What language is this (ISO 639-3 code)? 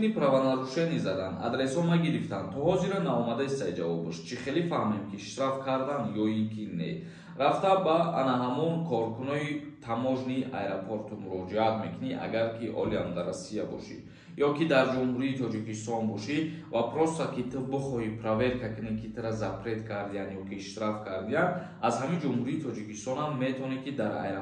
tgk